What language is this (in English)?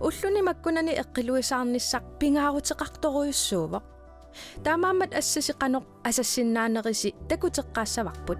Kalaallisut